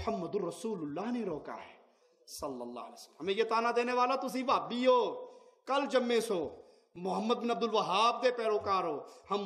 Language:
Urdu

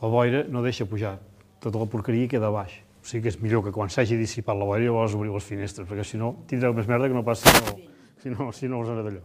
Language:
Catalan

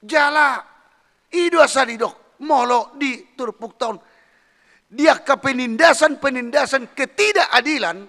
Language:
Batak Toba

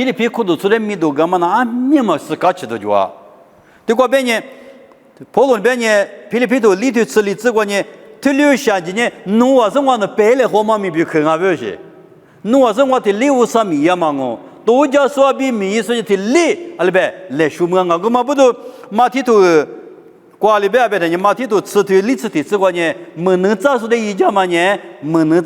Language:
Lisu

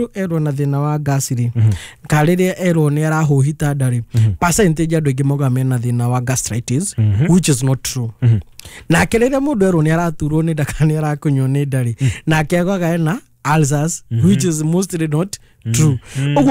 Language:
Kikuyu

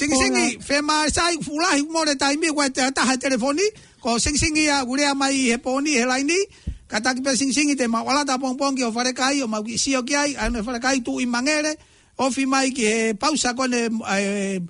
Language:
Tongan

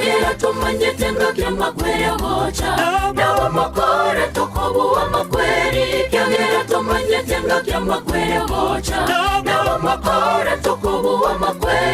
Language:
Gusii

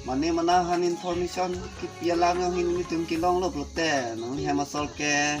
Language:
Karbi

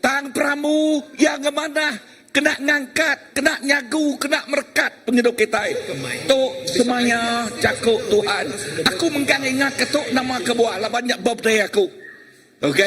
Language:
Iban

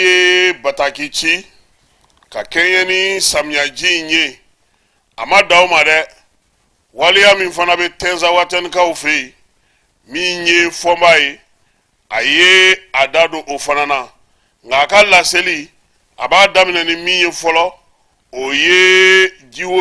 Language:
Bambara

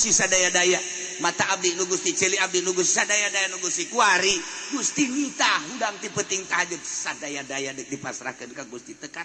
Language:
Sundanese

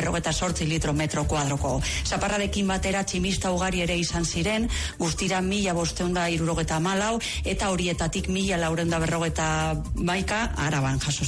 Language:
Basque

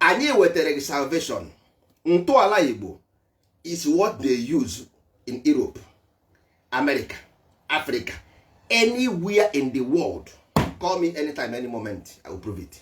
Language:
Igbo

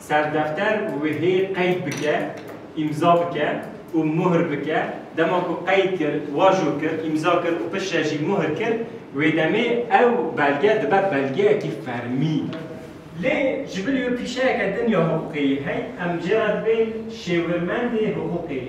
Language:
Kurdish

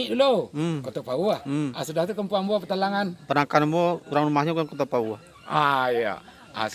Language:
Minangkabau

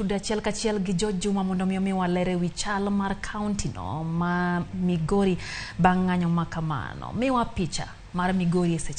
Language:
Luo (Kenya and Tanzania)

